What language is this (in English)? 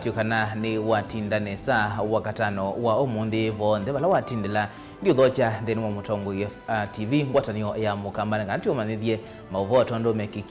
Kamba